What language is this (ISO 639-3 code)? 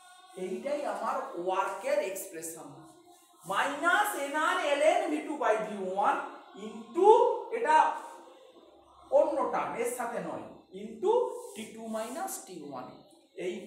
ben